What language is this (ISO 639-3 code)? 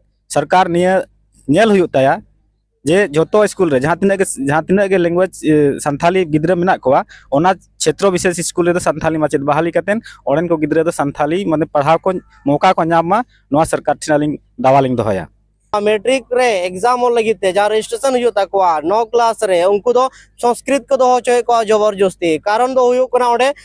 sat